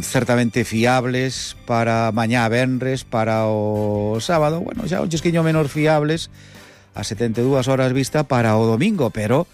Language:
Galician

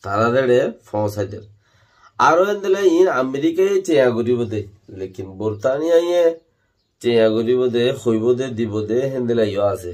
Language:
Rohingya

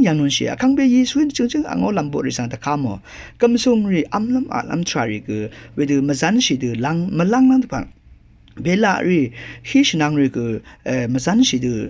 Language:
Rawang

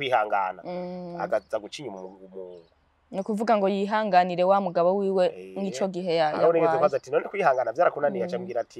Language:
Rundi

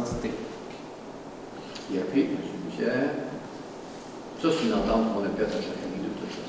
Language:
French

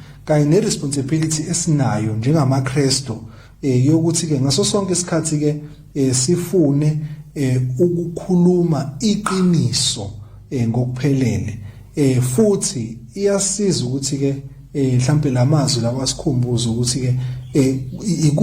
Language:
Zulu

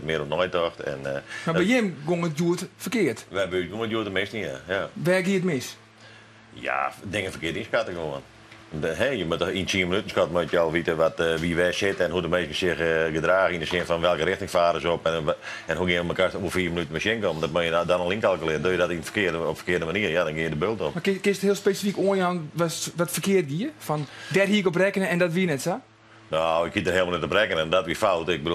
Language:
Western Frisian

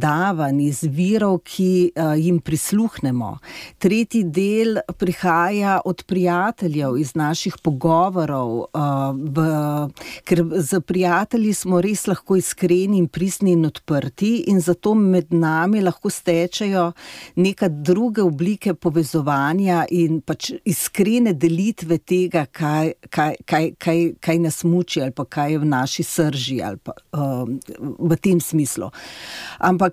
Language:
Slovenian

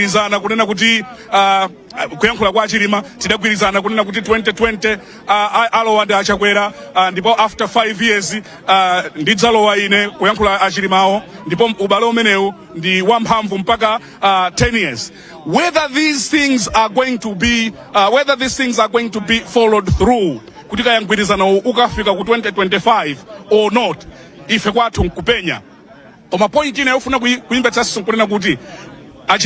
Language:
Nyanja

